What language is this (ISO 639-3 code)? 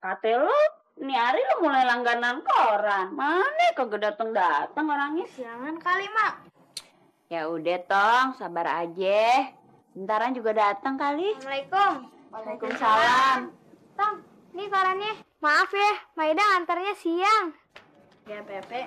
bew